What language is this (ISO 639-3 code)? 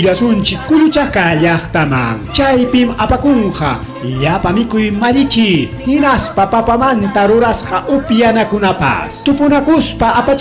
quy